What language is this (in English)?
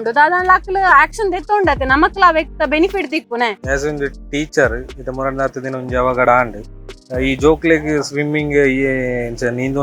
Tulu